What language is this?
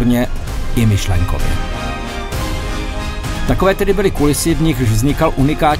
Czech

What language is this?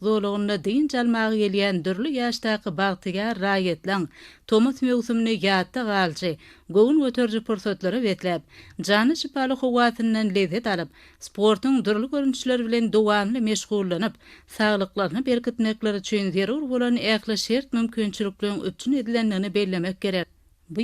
Turkmen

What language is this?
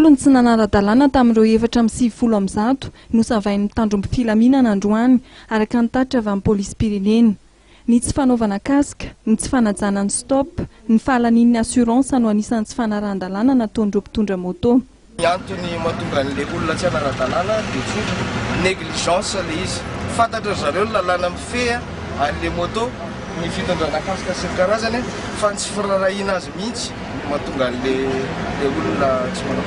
Malagasy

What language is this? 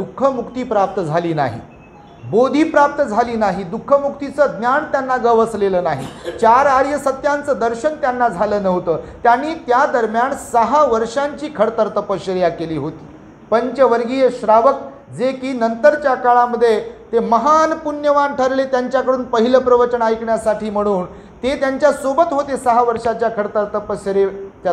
Marathi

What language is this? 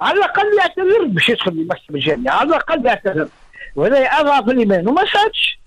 Tunisian Arabic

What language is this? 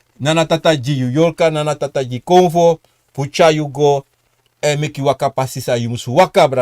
Sranan Tongo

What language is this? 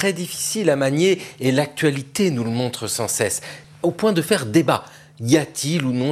French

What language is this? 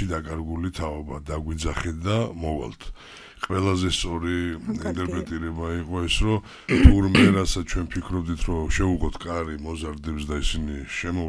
Georgian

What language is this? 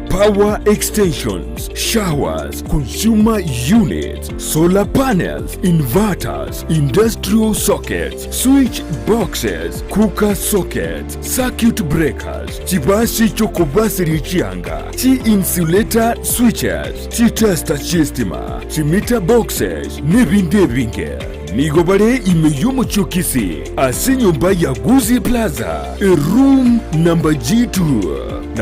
Gusii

